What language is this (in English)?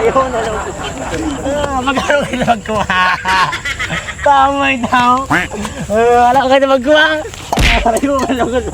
Bikol